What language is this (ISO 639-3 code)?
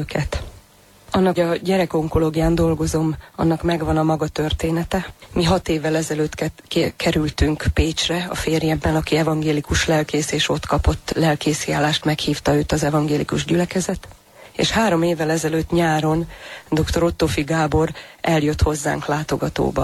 hun